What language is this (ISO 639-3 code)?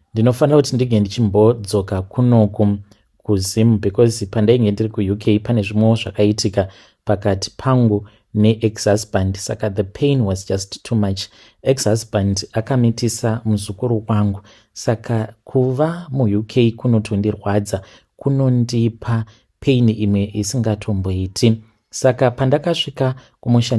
sna